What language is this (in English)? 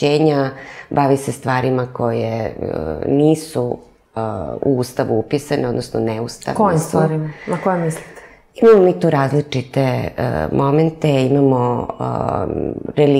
Serbian